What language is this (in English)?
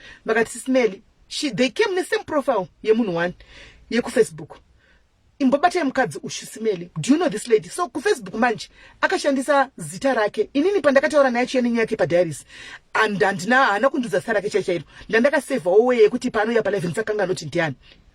Shona